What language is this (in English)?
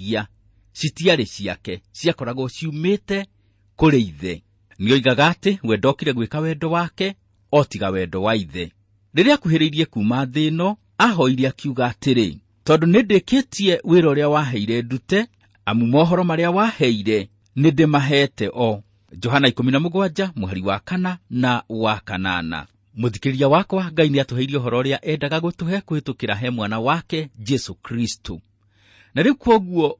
Kikuyu